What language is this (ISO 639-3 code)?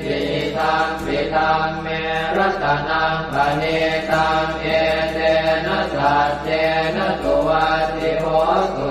pli